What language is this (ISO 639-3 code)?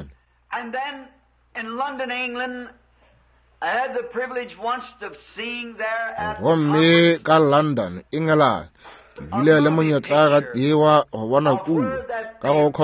nso